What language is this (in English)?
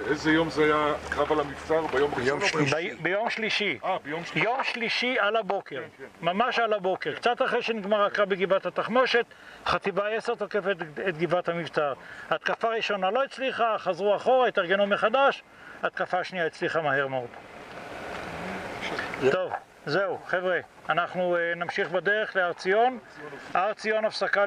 Hebrew